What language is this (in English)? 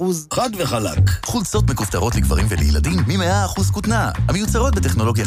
Hebrew